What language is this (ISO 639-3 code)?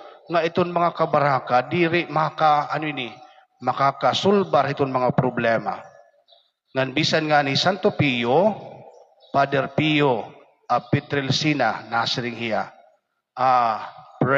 war